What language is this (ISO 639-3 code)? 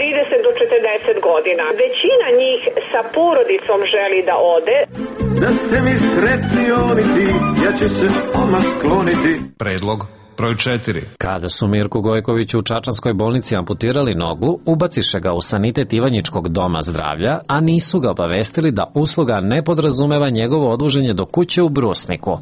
srp